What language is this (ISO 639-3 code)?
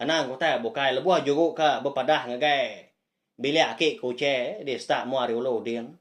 iba